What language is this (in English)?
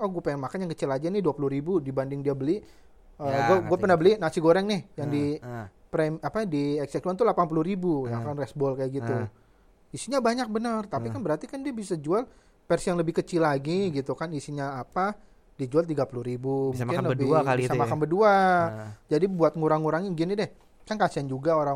Indonesian